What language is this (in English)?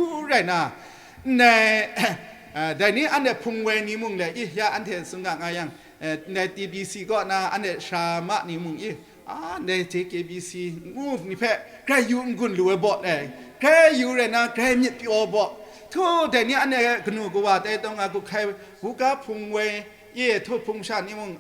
Kachin